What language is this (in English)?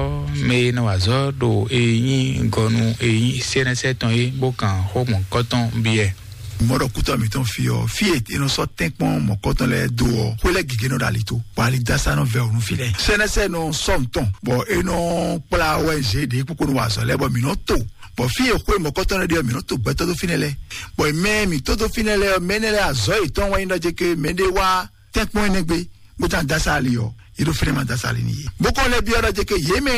Fon